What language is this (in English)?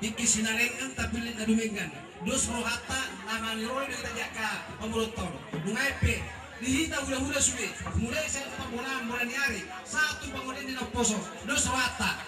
Batak Toba